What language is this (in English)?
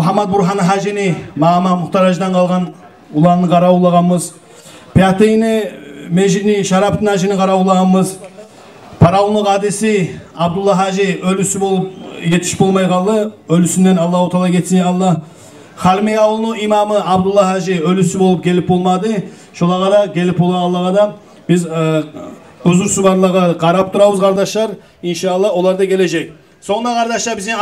Kumyk